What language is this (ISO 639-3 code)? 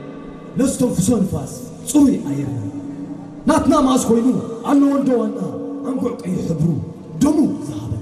tir